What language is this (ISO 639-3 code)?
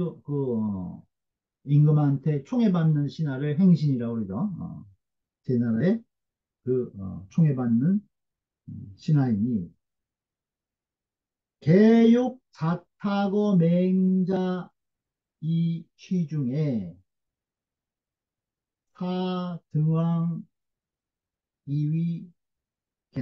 kor